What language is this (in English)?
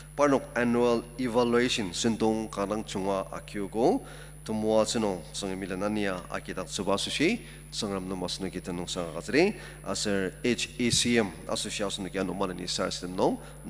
Ao Naga